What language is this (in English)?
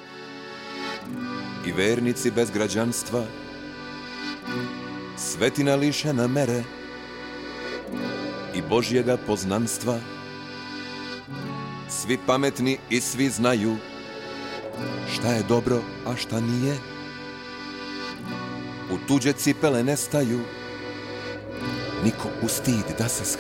Serbian